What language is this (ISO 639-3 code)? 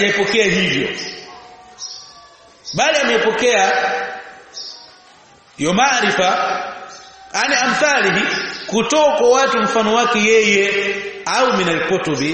swa